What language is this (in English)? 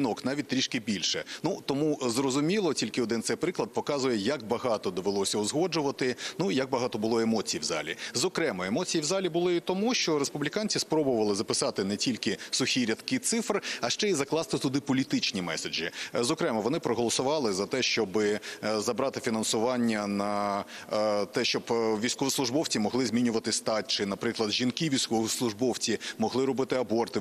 Ukrainian